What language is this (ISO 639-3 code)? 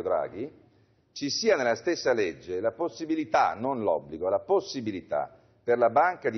ita